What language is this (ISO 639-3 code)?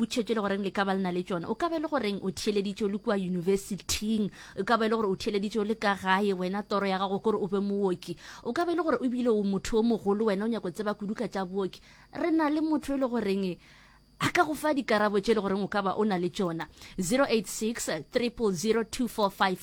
nso